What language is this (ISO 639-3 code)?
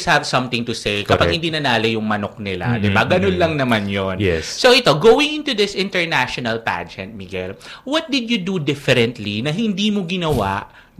fil